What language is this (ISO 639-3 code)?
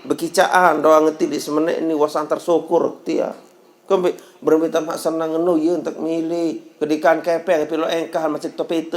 sas